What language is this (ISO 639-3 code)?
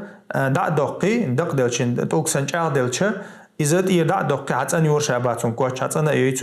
che